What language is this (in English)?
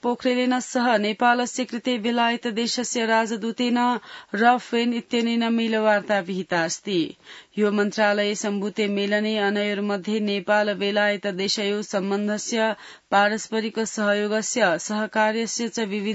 Sanskrit